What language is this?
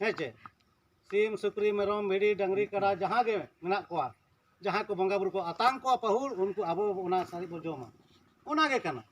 Santali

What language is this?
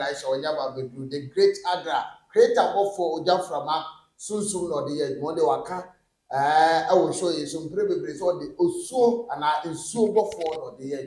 Akan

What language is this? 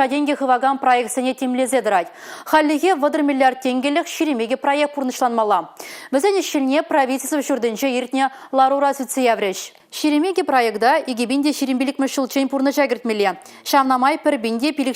Chuvash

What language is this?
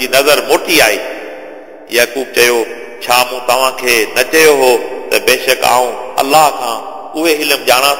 Sindhi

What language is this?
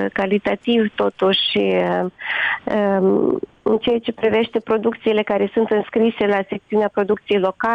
Romanian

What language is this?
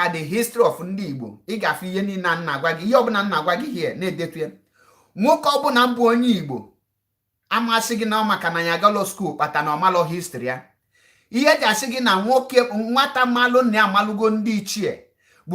Igbo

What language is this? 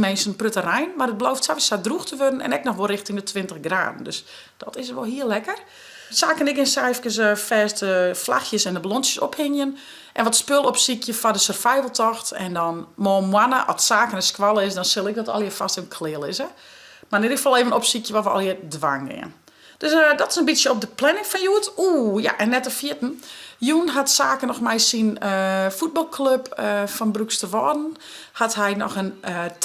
Western Frisian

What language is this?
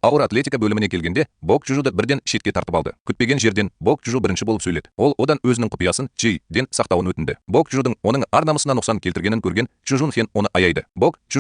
Kazakh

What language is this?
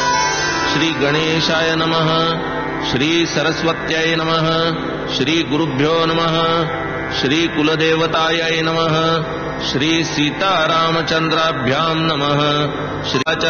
Marathi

